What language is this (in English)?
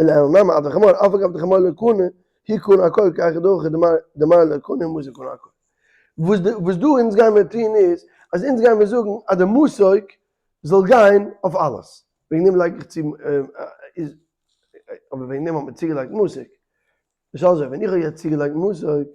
Yiddish